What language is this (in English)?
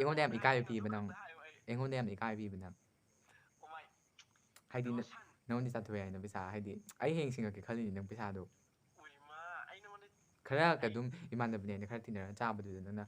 Manipuri